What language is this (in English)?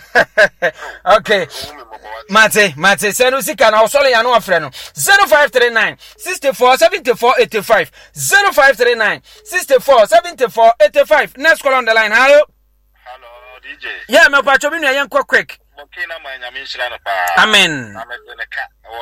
Akan